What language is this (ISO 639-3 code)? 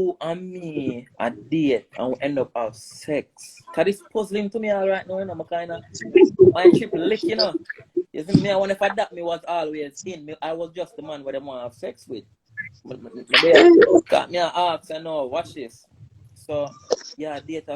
jam